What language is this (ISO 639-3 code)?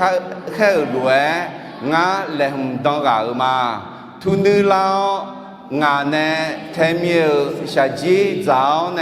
ahk